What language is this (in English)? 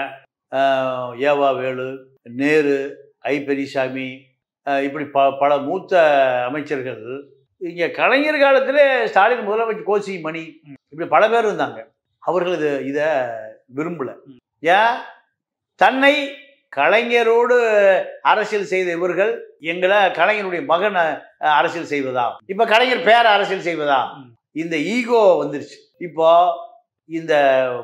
Tamil